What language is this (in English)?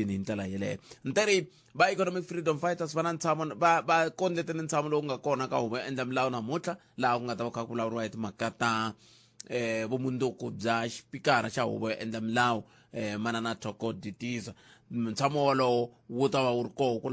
Tsonga